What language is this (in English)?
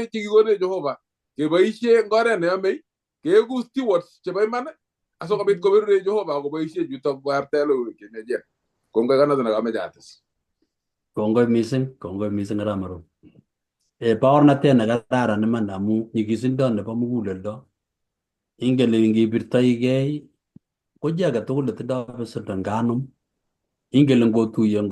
Kalenjin